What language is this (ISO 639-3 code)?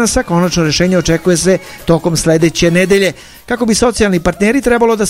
srp